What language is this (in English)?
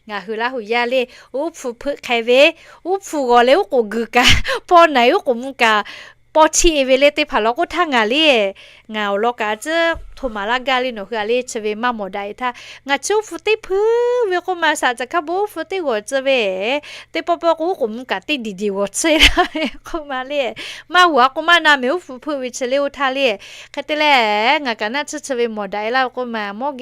Lahu